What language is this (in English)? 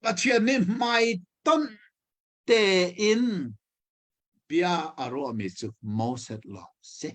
Hakha Chin